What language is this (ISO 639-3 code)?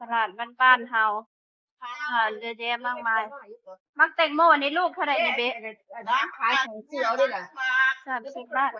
tts